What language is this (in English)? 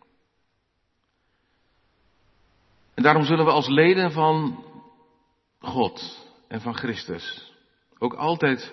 Dutch